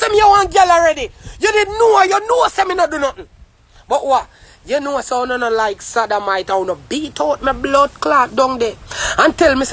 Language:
Jamaican Creole English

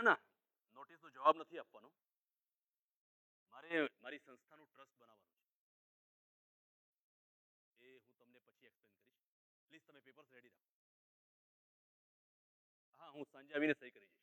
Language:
Gujarati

